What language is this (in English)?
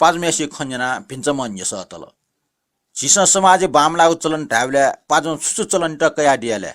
Newari